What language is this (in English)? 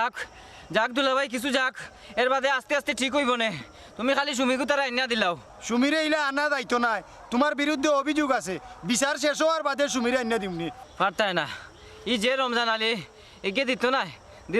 Sylheti